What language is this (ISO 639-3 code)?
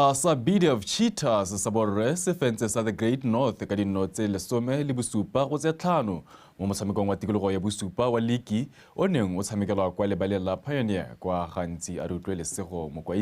tsn